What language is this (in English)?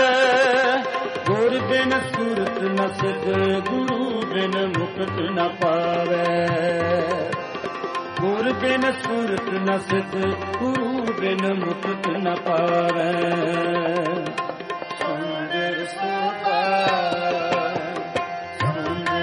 Punjabi